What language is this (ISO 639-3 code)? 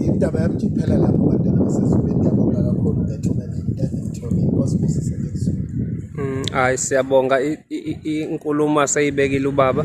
zul